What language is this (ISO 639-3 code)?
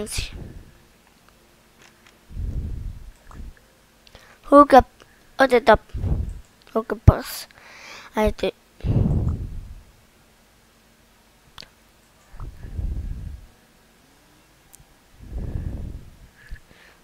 dan